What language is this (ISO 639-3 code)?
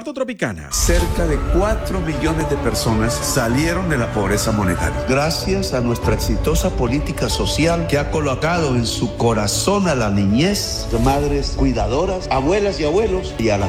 spa